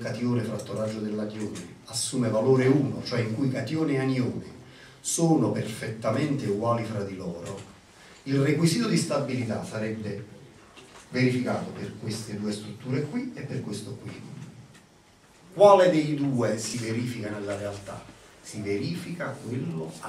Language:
Italian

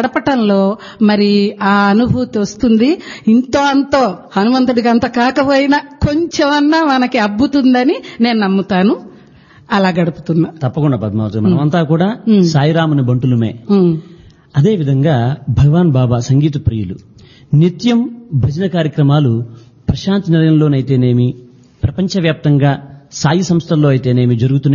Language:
Telugu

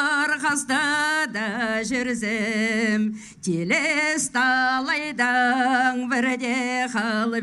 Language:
Khakas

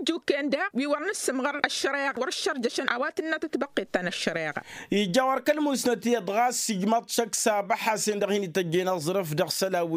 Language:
Tamasheq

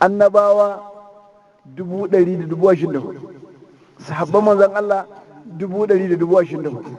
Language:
Hausa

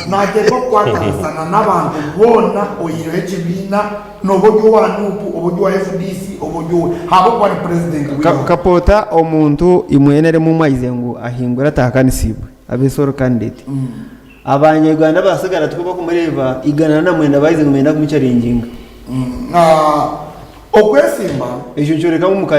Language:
Nyankole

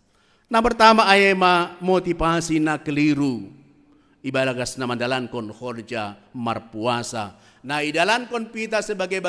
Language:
Batak Simalungun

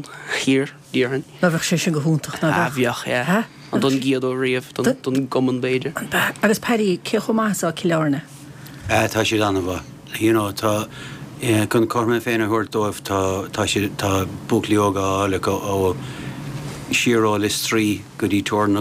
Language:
Irish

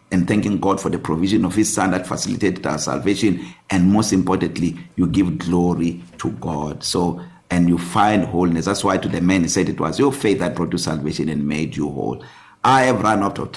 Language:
English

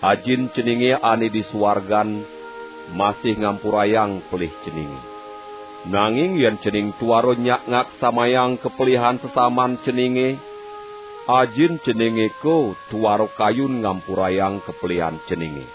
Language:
Balinese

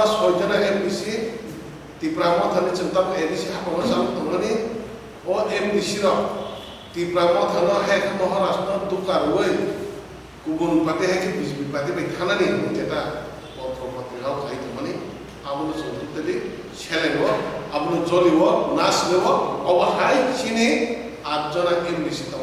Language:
Kok Borok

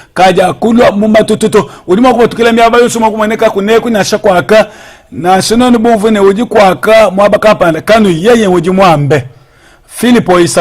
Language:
Luba-Lulua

